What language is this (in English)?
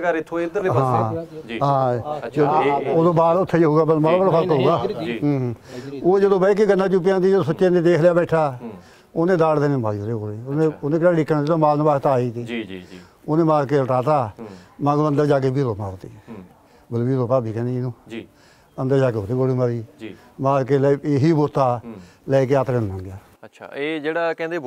Punjabi